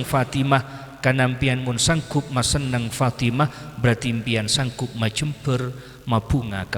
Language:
Madurese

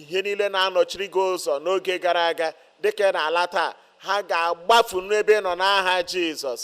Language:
Igbo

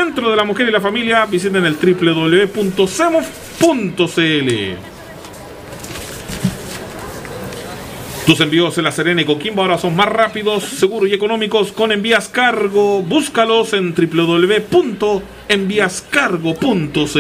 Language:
Spanish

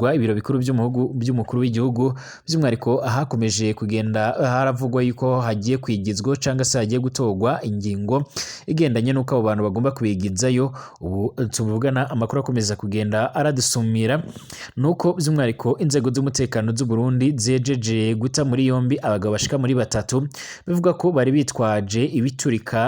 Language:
Rundi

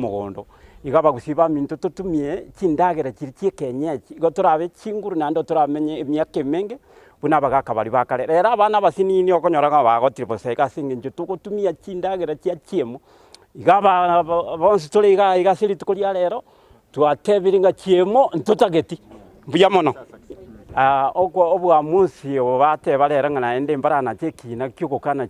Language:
Gusii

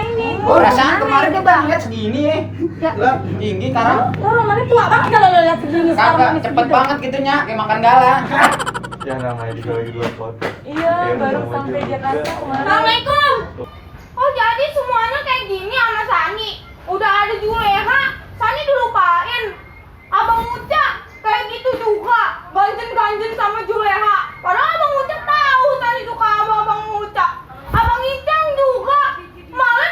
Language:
Betawi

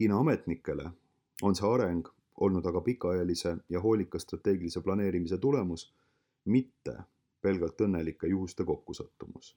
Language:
Estonian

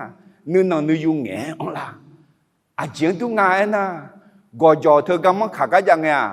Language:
Akha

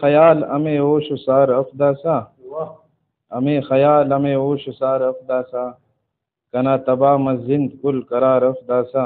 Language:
Brahui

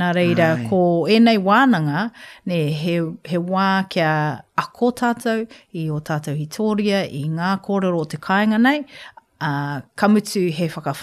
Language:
Māori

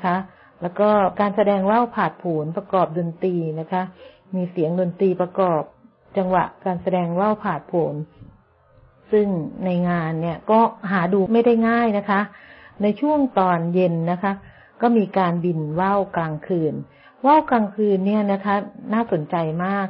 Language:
Thai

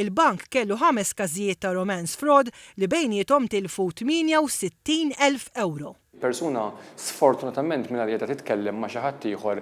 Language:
Maltese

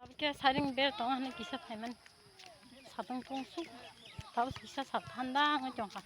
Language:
Kok Borok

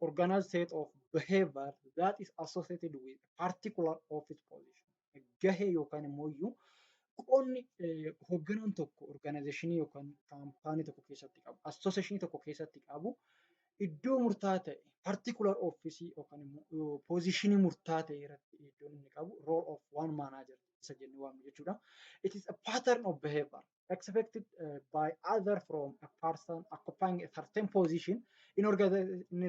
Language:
Oromo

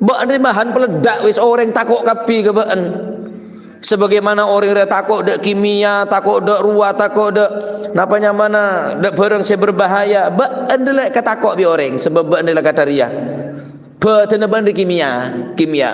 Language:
Madurese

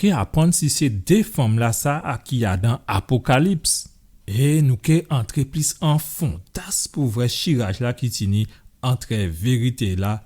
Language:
Guadeloupean Creole French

